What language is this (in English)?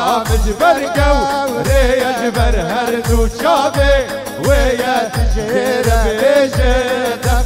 Kurdish